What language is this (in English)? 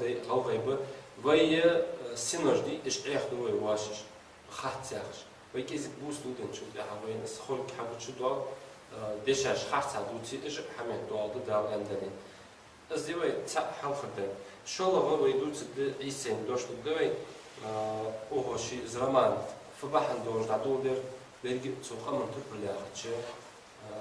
Ingush